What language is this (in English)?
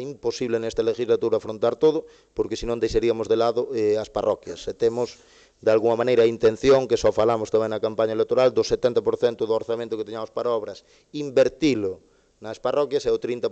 Galician